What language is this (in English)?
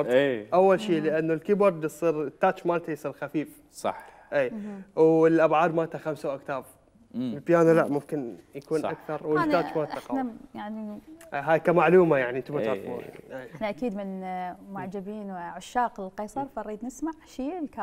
Mesopotamian Arabic